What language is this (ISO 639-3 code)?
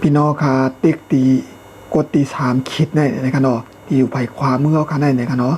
shn